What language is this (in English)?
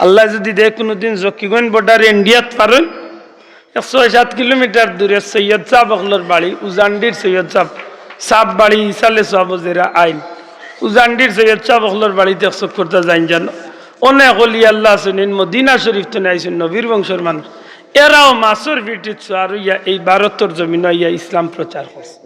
Sylheti